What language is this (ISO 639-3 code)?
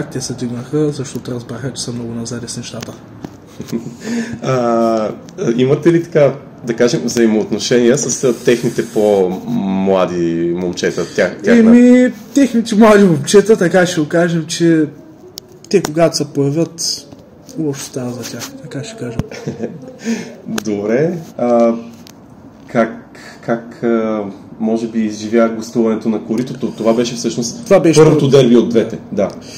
bul